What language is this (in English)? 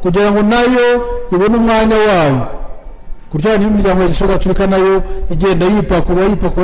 Kinyarwanda